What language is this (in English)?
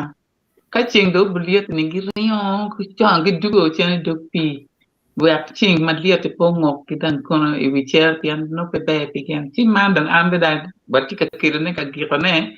Acoli